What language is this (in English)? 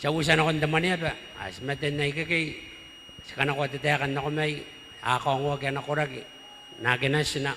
Gilbertese